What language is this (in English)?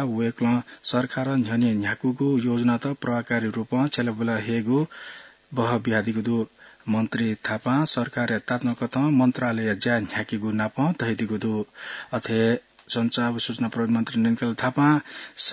Newari